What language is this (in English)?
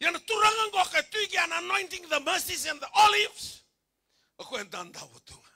Fijian